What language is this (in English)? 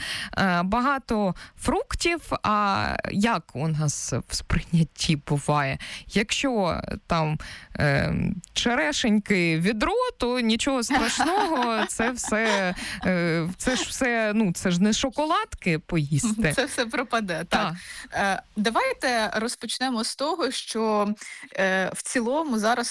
Ukrainian